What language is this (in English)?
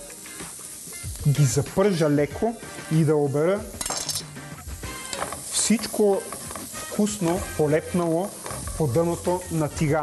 Bulgarian